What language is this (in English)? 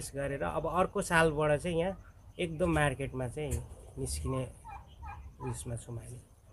Nepali